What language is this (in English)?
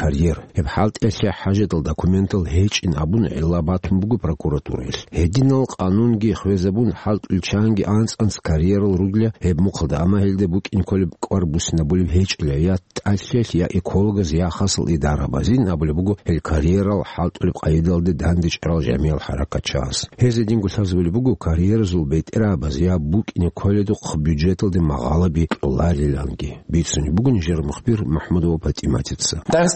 Avaric